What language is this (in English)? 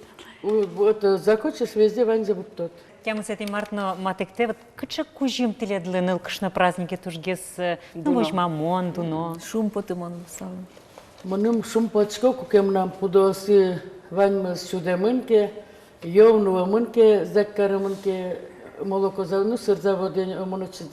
Udmurt